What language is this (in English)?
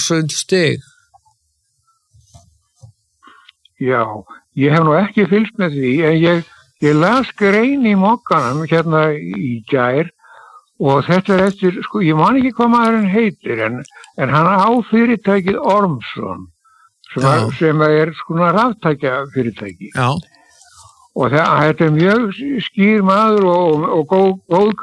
Icelandic